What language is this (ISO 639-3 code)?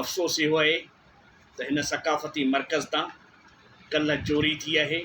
snd